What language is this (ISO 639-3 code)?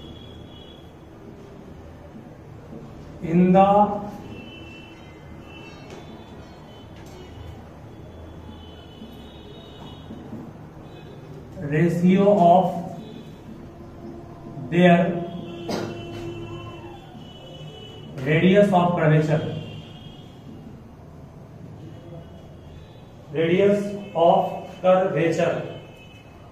hin